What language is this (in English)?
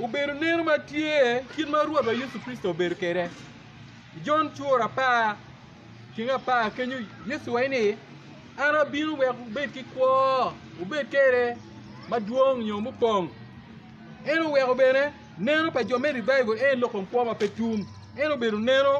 Acoli